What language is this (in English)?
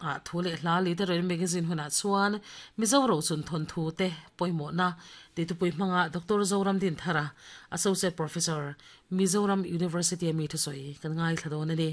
Mizo